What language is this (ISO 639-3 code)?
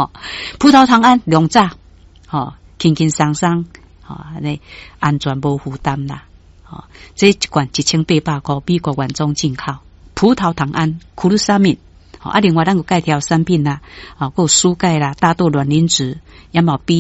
nan